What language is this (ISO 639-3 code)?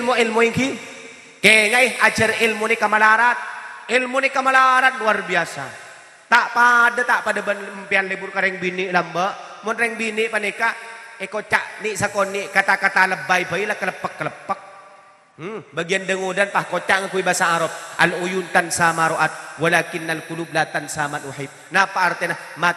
mad